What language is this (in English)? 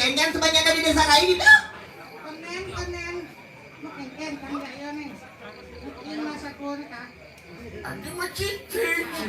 Balinese